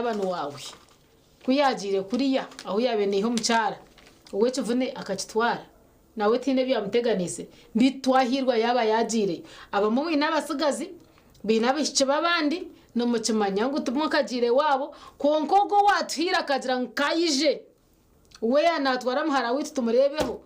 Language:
Nyankole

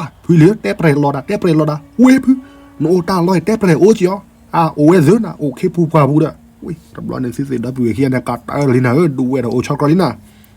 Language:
S'gaw Karen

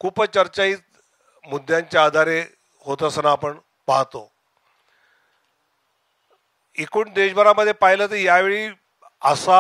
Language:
Marathi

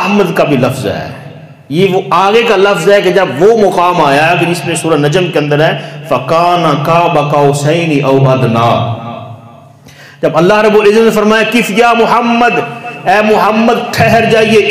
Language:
Urdu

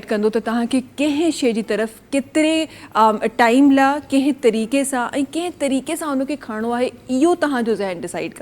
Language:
Sindhi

